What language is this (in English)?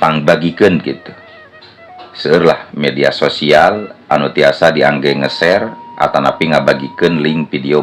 Sundanese